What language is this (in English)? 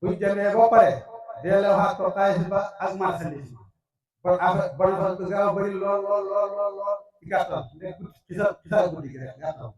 Wolof